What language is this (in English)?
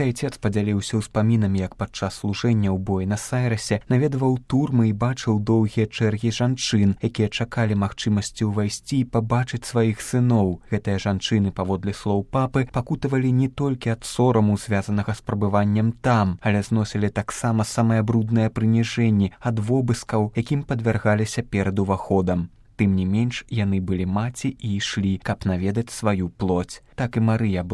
Belarusian